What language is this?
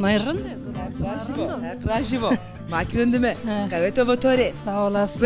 Zaza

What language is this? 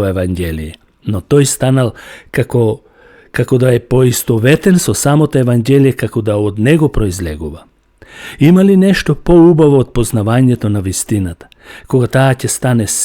Macedonian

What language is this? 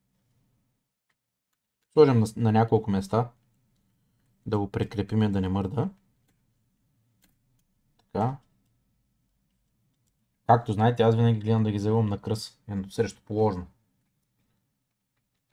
Bulgarian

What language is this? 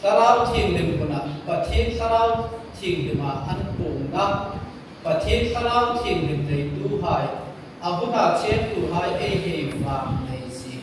Hmar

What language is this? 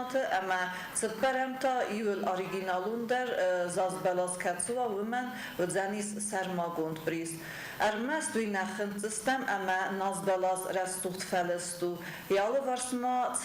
Ossetic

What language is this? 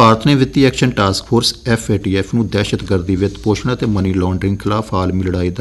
Punjabi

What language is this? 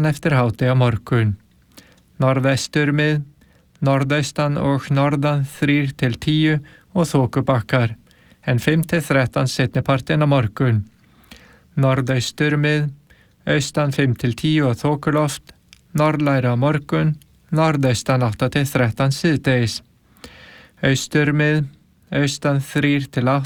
Icelandic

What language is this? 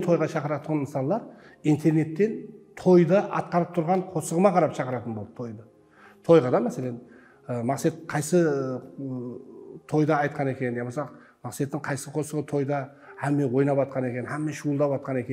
Kara-Kalpak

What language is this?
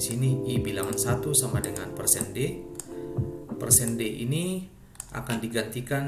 Ambonese Malay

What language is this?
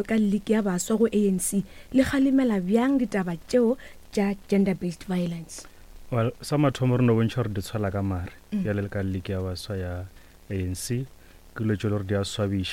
Northern Sotho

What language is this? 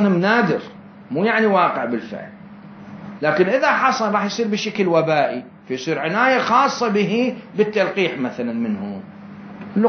Mesopotamian Arabic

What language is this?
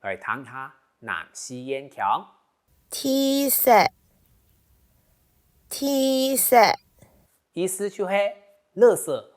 Hakka Chinese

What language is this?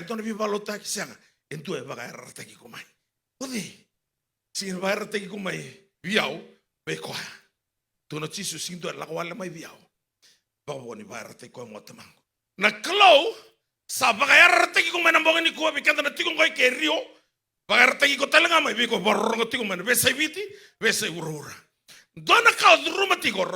Fijian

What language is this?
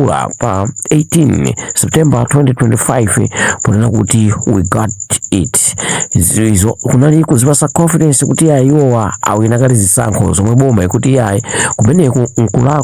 Nyanja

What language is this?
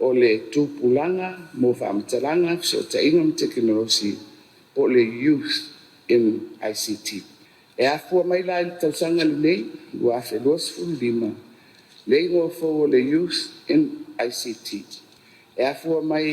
Samoan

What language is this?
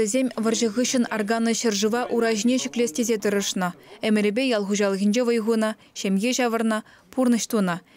Chuvash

